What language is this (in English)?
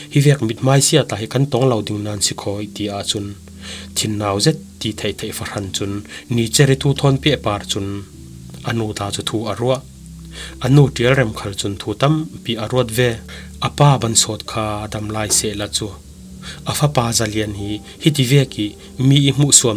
Falam Chin